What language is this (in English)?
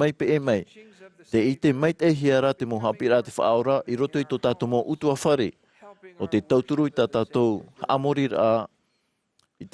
Tahitian